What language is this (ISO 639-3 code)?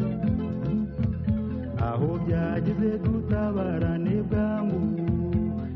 kin